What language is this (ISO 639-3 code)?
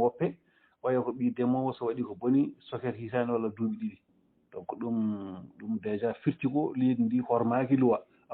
ful